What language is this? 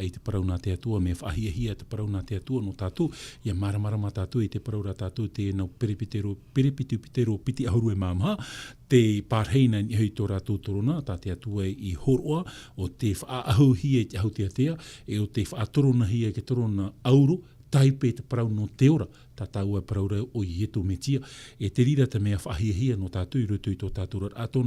Tahitian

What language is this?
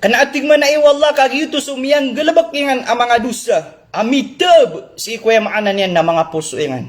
Maranao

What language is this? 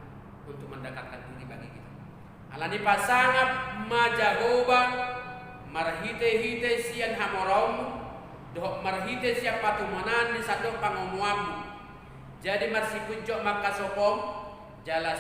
Batak Toba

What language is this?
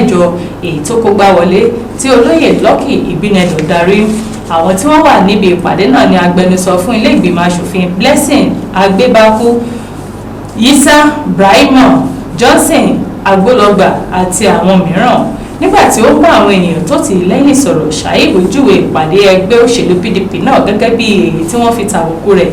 Yoruba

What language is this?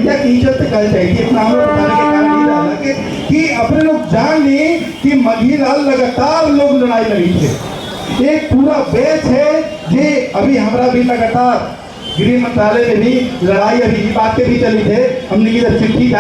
Magahi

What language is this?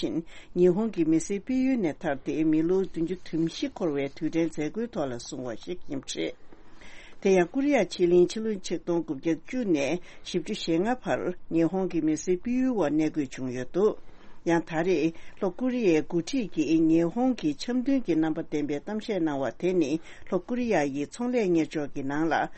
Tibetan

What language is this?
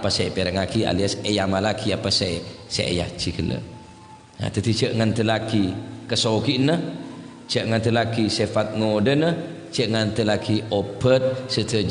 Madurese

